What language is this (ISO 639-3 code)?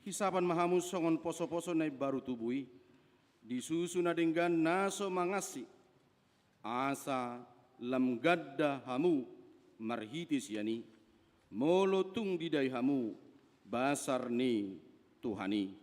bbc